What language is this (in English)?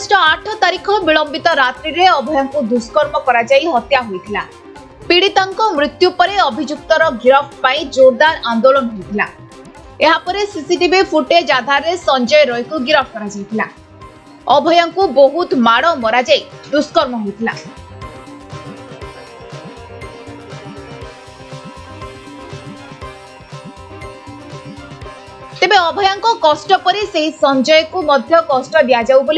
Odia